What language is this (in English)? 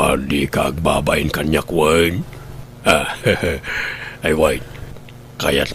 Iloko